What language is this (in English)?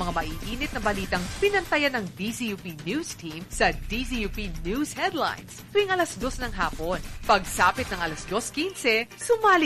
Filipino